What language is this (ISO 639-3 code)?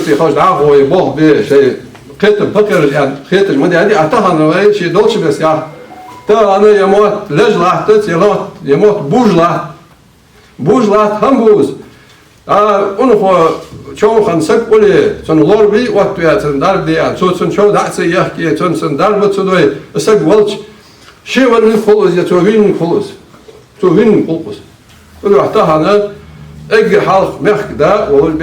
inh